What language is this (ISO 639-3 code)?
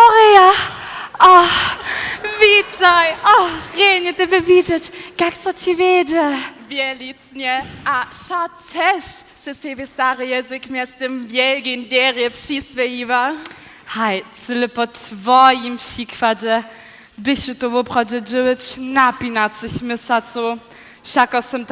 hsb